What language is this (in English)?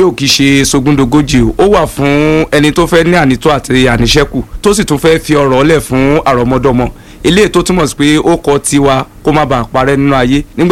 Yoruba